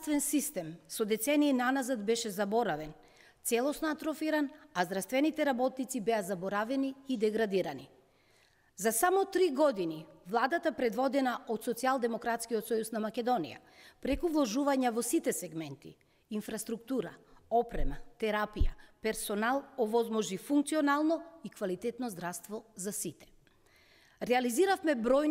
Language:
Macedonian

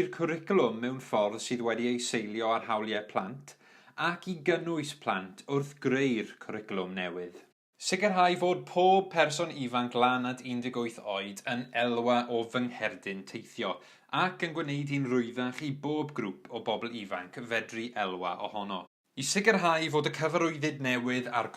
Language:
Welsh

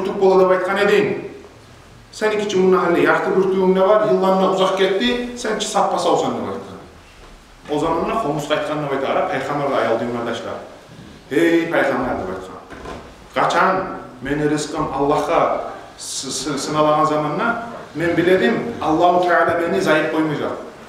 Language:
Kumyk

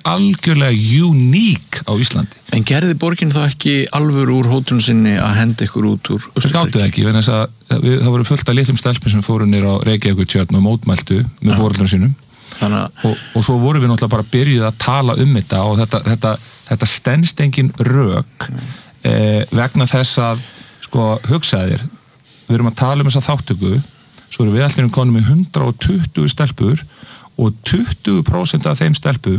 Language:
Icelandic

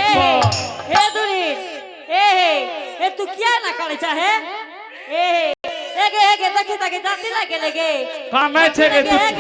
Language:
Angika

